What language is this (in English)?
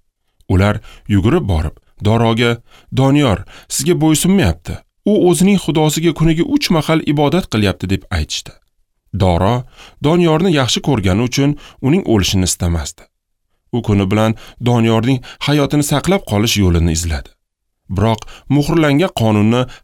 Uzbek